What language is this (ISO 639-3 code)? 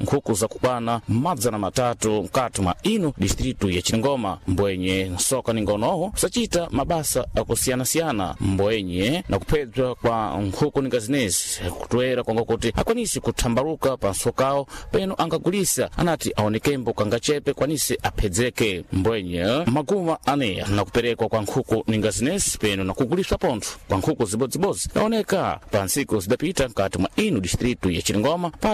seh